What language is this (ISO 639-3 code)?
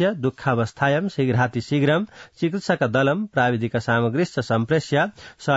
san